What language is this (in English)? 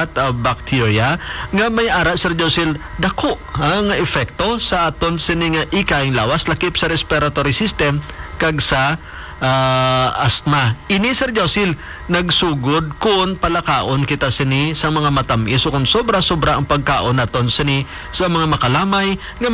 Hiligaynon